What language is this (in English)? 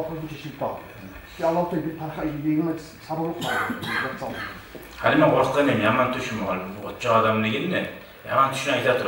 Kumyk